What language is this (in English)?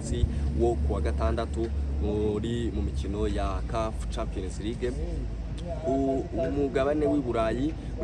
Kinyarwanda